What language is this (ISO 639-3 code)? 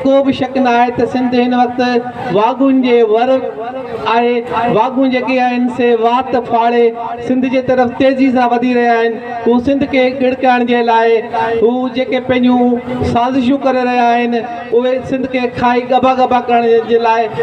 snd